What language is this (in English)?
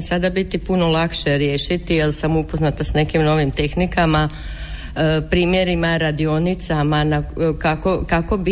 Croatian